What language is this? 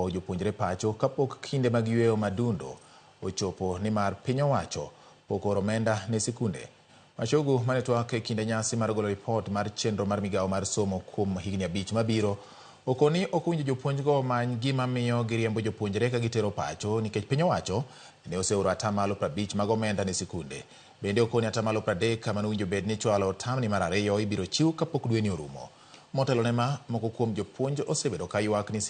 Luo (Kenya and Tanzania)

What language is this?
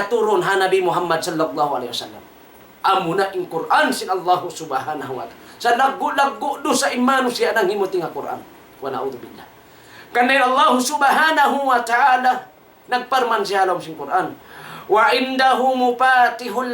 Tausug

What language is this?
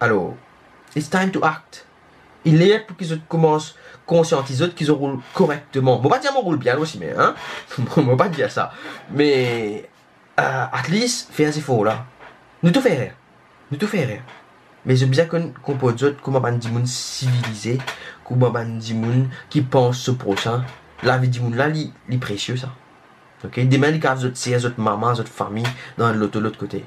Morisyen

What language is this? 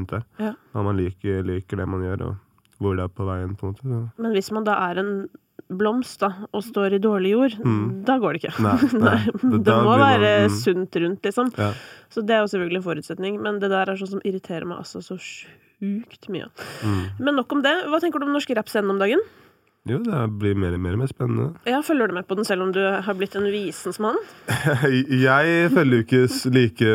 Norwegian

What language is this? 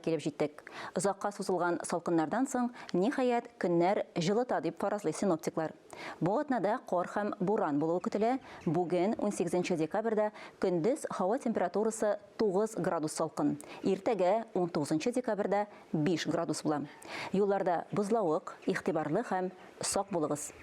Tatar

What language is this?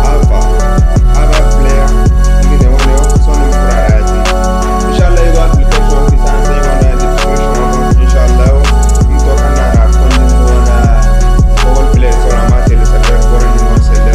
Zarma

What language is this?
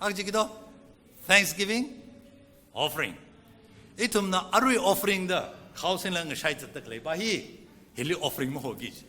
Tangkhul Naga (India)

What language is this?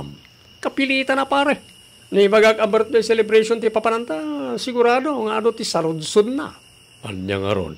Iloko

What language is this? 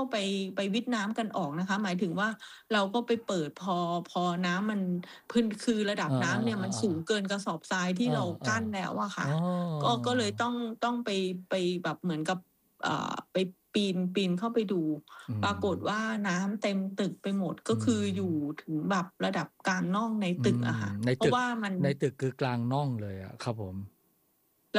Thai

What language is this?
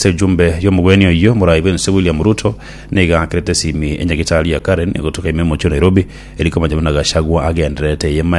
Gusii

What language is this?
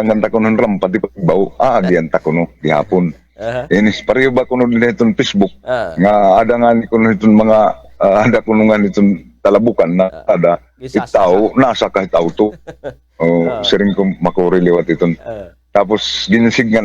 Waray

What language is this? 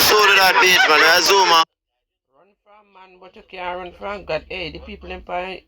Jamaican Creole English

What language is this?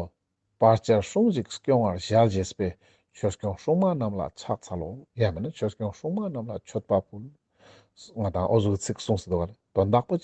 Ladakhi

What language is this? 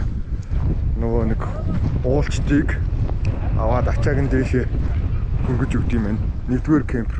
Mongolian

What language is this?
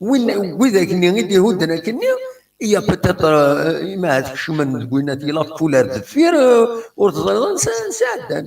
Kabyle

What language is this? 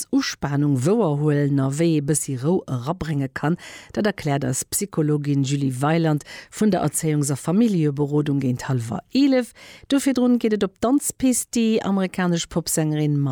Luxembourgish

